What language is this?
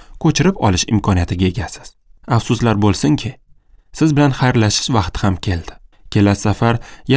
Uzbek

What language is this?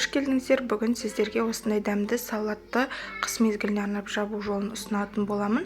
Kazakh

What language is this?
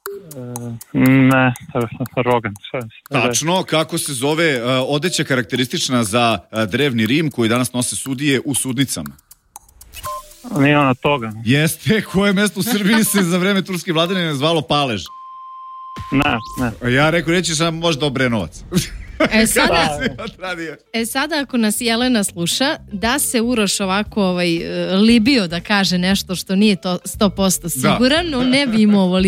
Serbian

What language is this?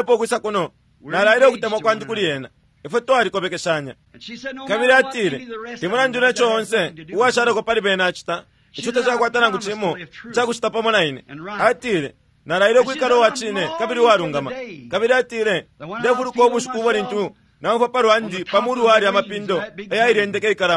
Bemba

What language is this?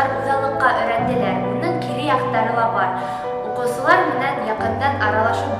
Bashkir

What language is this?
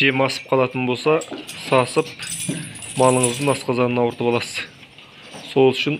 Kazakh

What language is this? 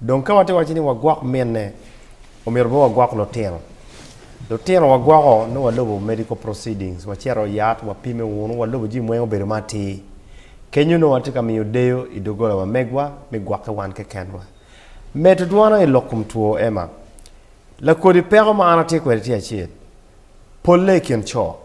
Acoli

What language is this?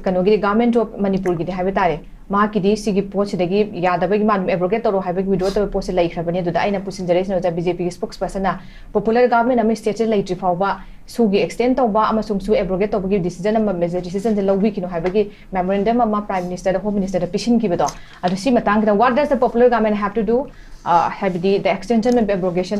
Manipuri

